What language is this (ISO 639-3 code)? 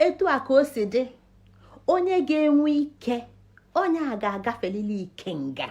ibo